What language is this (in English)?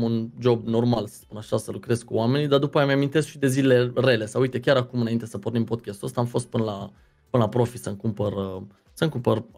Romanian